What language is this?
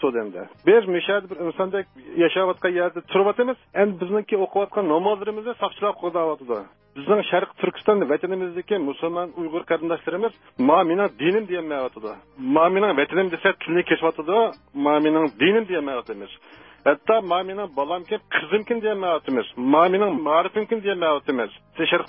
Uyghur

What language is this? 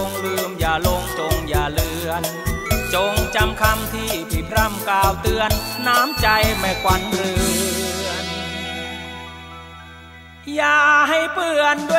Thai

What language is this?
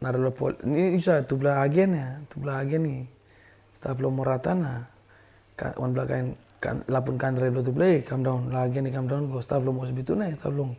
Tok Pisin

